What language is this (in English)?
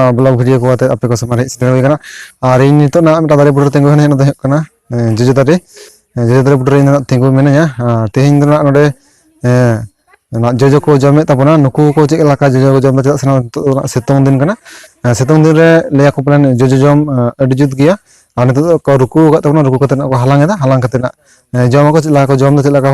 Santali